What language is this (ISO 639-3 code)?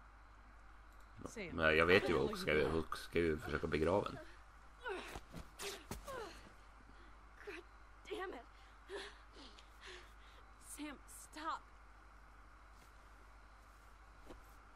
swe